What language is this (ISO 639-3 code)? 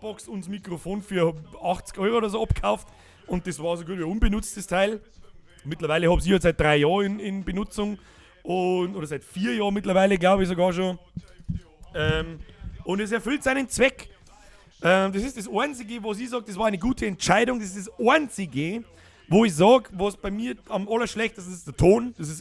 bar